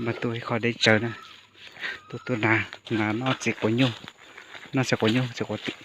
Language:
Hmong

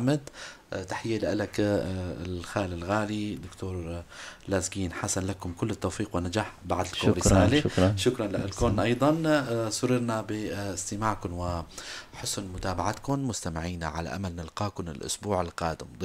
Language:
North Levantine Arabic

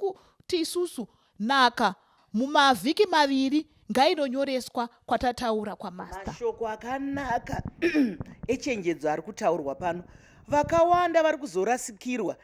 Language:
Shona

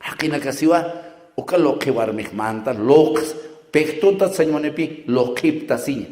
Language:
Aymara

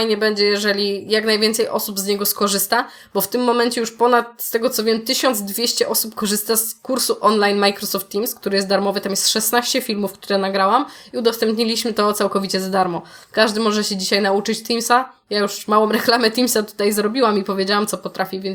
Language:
Polish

